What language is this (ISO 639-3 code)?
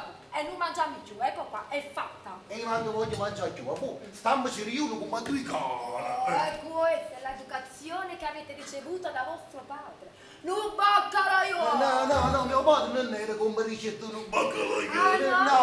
nap